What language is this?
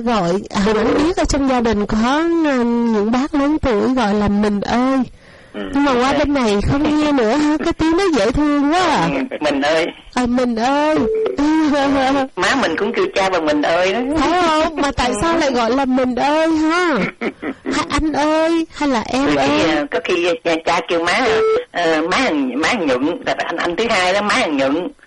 Vietnamese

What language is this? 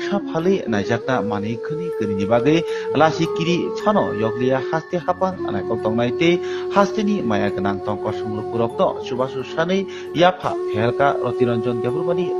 Kok Borok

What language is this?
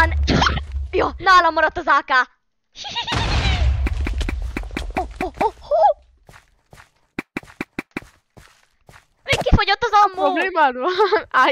Hungarian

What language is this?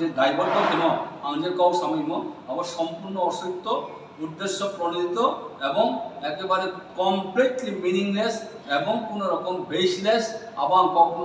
Riang (India)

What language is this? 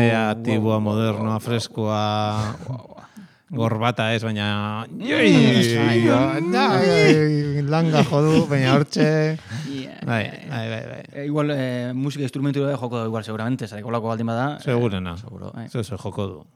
Basque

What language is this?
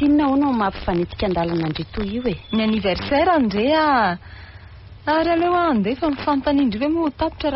Malagasy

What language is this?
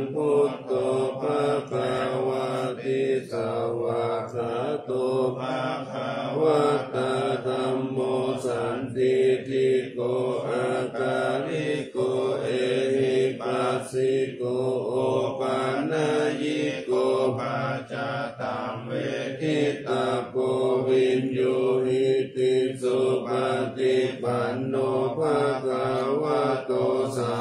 Pali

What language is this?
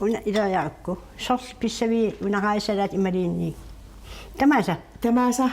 Kalaallisut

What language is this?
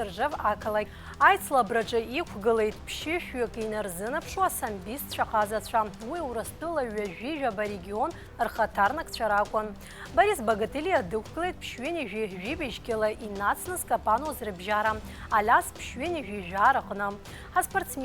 Abkhazian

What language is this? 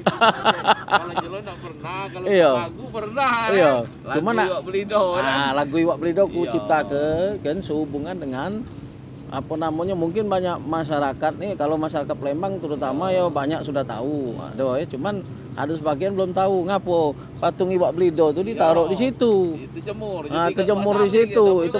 Musi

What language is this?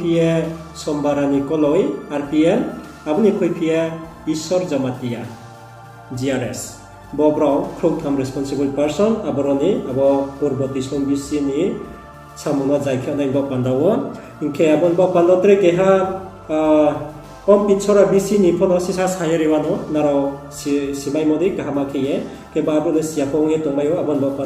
Riang (India)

